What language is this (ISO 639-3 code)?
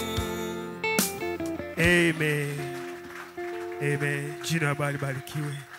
swa